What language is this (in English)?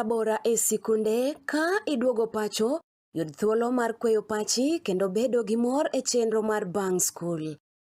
Luo (Kenya and Tanzania)